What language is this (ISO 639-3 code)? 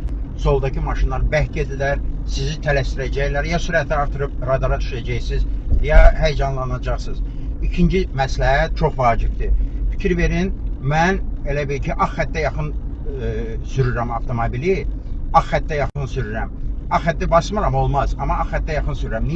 aze